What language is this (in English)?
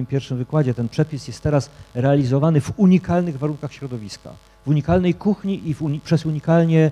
Polish